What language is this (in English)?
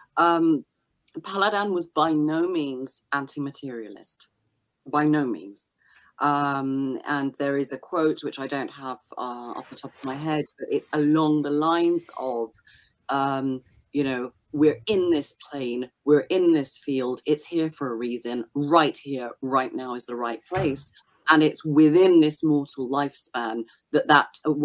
English